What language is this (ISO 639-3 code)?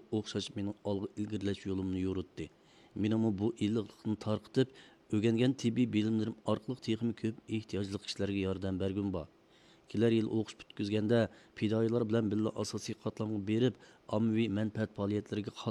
uig